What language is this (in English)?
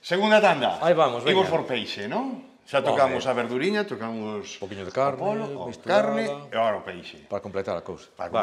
Galician